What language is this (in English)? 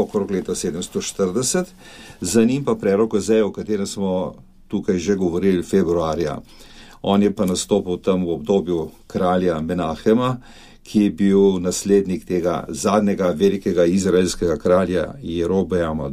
Slovenian